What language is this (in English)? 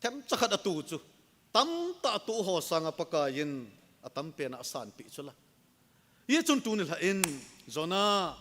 Thado Chin